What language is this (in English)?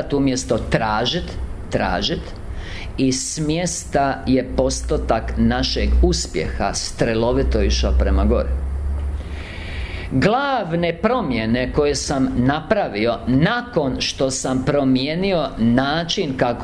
Croatian